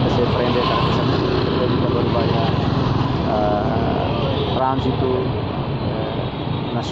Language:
Tetum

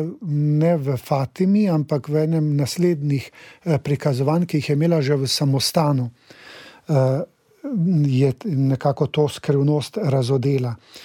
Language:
Slovenian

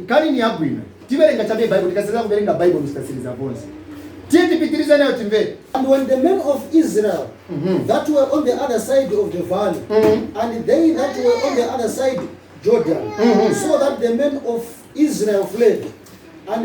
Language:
Nyanja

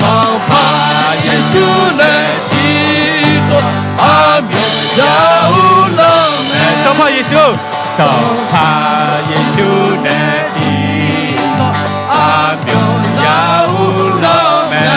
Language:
Akha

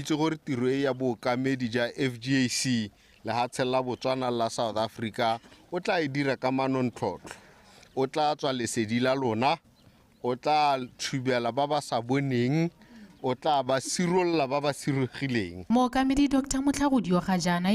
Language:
Tswana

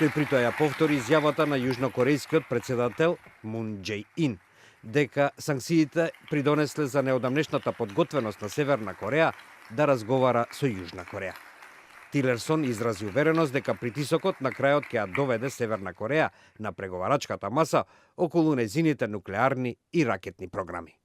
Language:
Macedonian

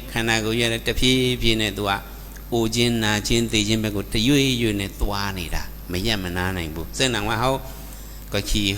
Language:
Shan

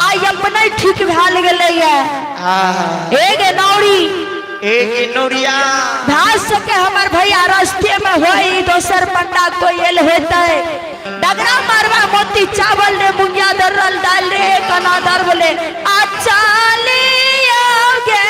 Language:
Maithili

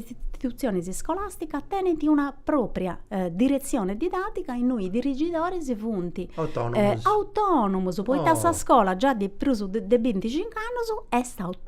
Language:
Sardinian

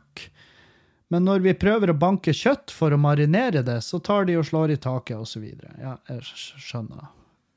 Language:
Norwegian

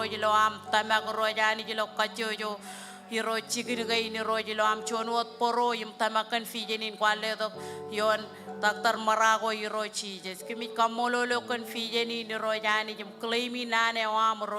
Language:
Marshallese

